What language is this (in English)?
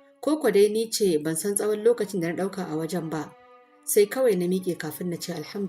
Hausa